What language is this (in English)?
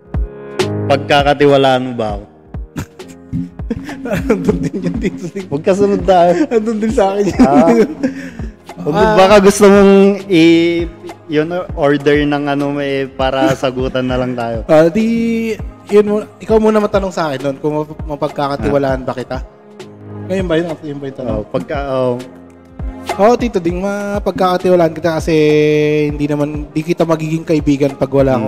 Filipino